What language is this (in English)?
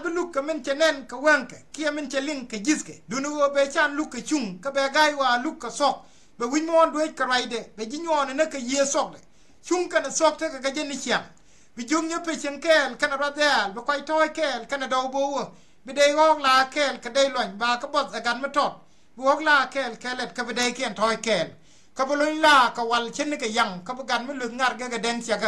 Nuer